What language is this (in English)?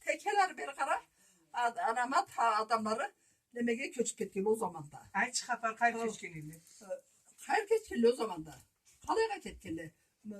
Karachay-Balkar